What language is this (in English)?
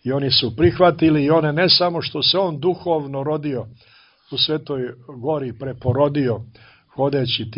Serbian